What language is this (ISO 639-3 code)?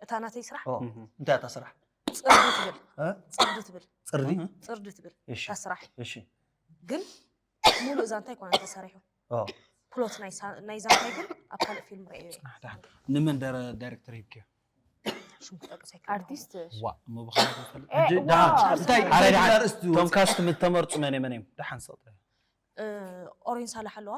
tir